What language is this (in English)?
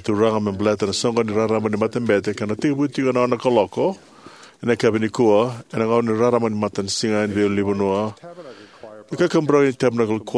Fijian